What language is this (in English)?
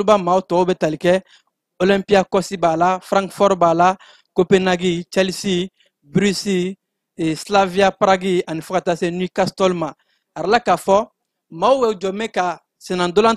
Bambara